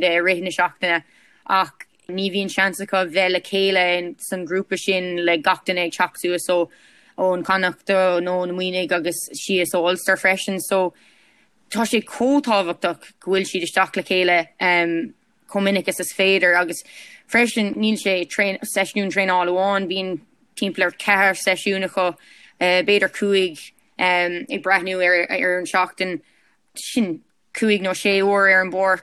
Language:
Irish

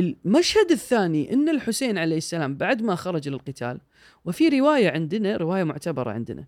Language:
Gulf Arabic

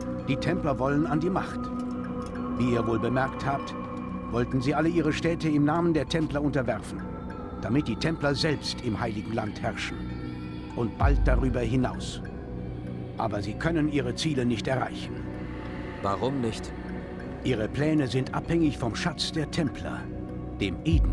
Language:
Bavarian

